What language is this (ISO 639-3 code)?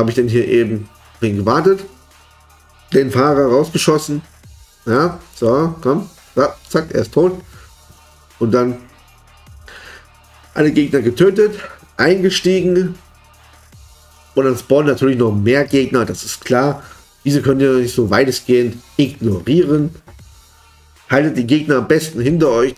deu